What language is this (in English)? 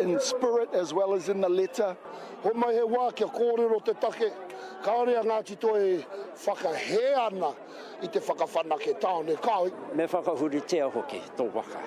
Māori